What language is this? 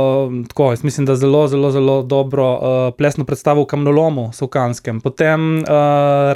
Slovenian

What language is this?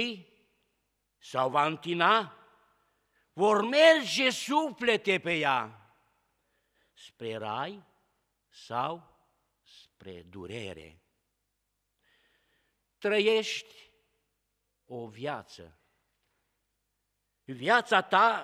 Romanian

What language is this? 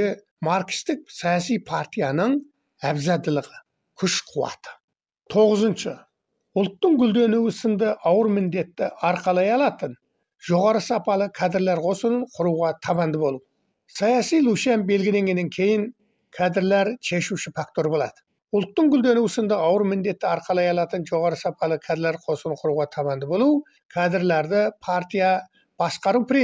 Kazakh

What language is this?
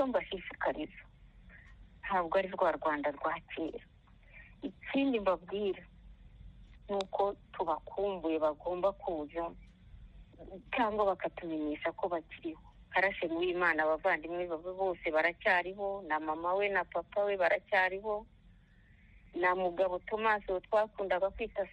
Kinyarwanda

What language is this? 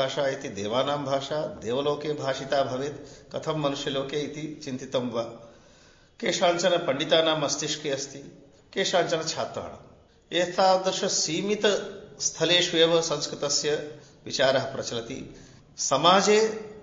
Sanskrit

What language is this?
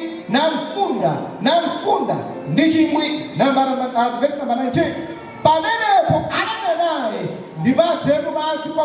Nyanja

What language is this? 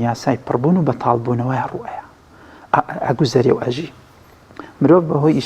Central Kurdish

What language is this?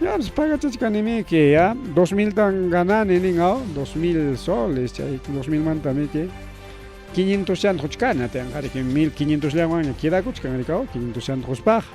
Ayacucho Quechua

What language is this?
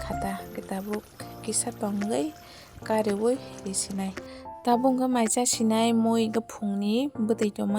Kok Borok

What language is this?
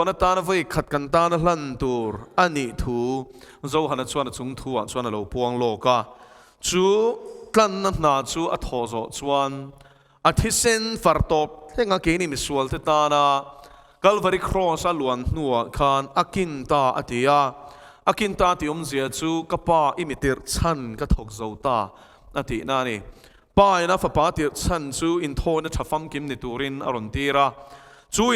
Mizo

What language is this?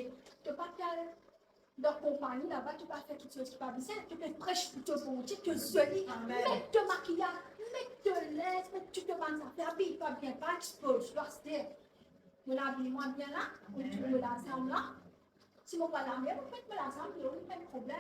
Morisyen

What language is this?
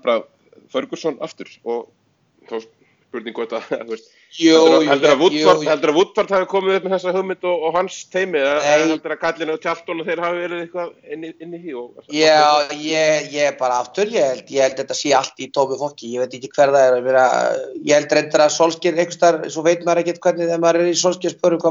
Icelandic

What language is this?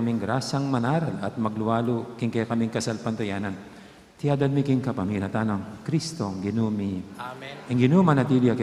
Pampanga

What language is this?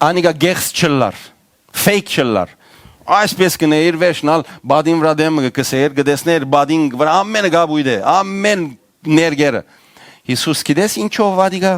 Western Armenian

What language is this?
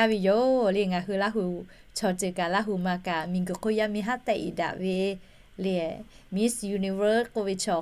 Lahu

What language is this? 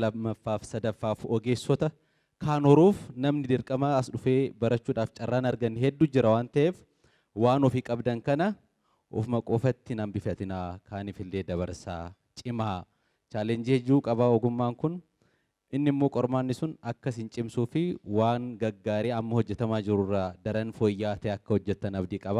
Oromo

